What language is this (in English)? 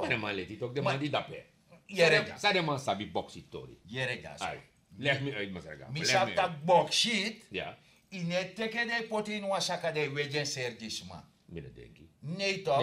Sranan Tongo